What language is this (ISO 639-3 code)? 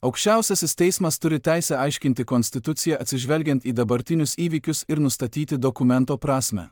lit